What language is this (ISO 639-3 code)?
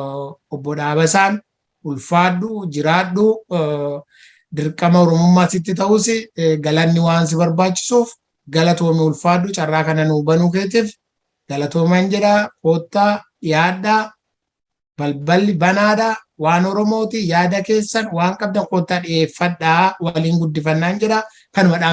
orm